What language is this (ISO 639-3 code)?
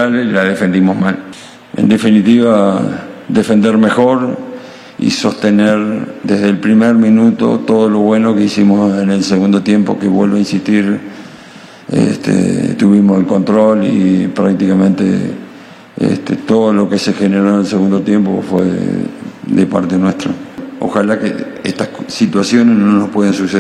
spa